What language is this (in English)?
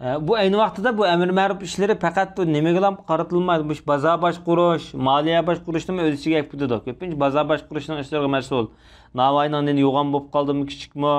Uyghur